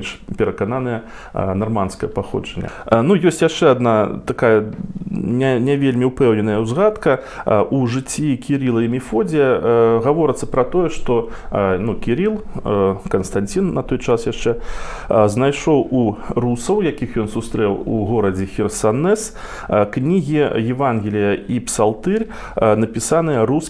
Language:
Belarusian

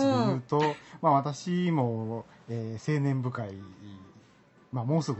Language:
Japanese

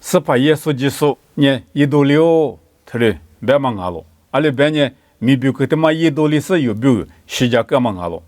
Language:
Lisu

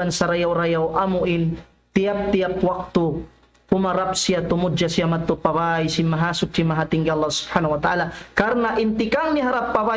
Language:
Tausug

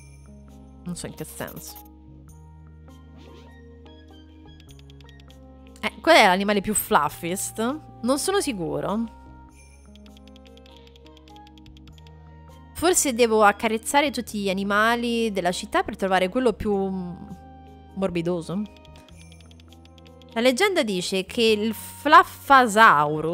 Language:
Italian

